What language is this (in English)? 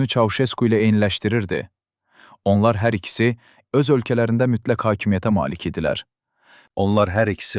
Azerbaijani